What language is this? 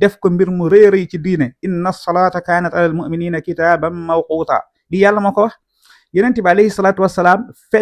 Wolof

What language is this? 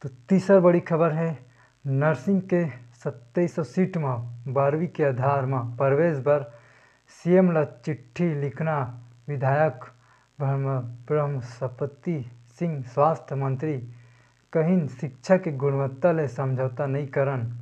Chhattisgarhi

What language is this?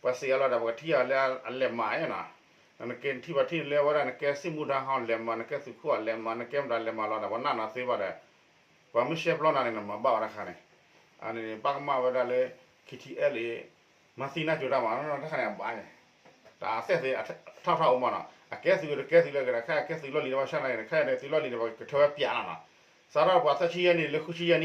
S'gaw Karen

